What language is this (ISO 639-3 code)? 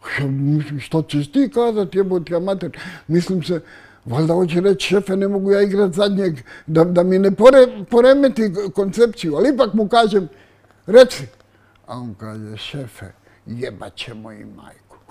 srp